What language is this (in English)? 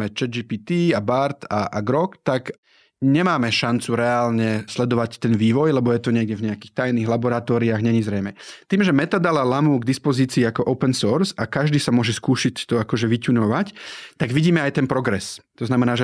Slovak